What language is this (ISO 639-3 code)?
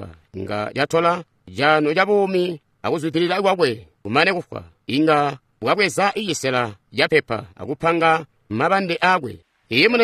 toi